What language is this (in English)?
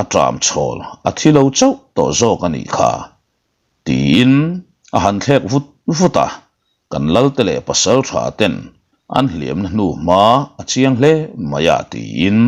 Mizo